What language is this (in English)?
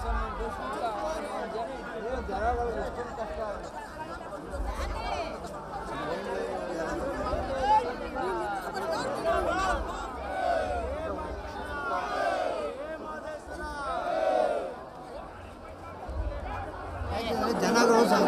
Kannada